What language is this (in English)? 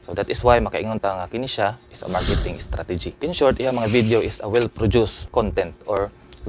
Cebuano